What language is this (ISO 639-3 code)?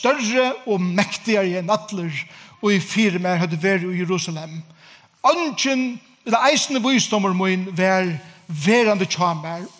fao